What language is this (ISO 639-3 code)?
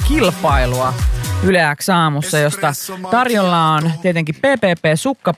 fin